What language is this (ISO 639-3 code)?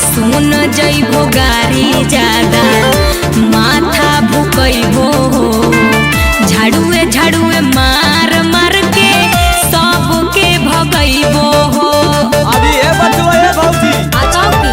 mag